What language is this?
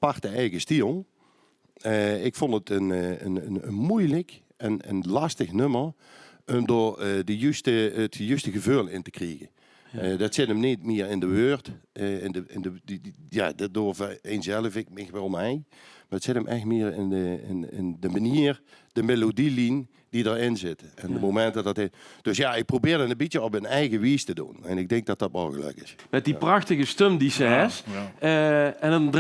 Limburgish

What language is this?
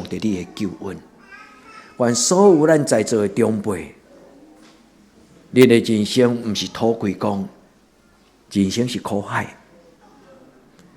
Min Nan Chinese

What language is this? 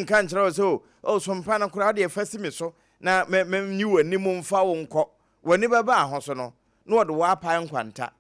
Akan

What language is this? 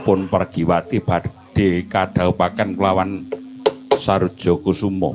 Javanese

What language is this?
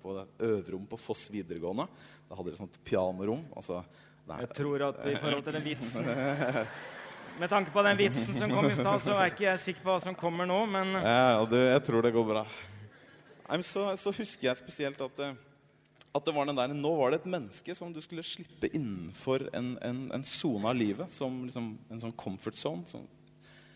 Norwegian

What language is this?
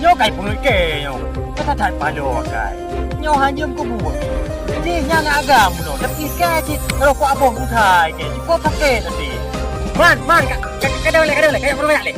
Achinese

